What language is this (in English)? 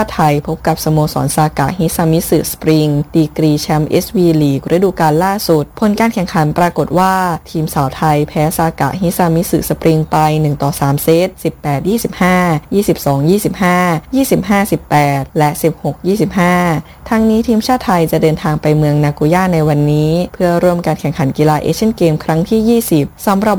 Thai